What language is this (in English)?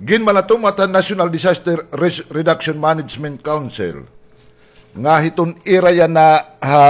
Waray